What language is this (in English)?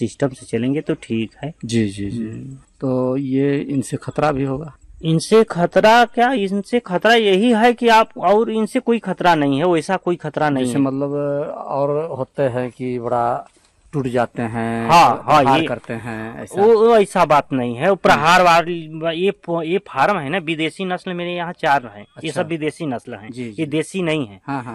Hindi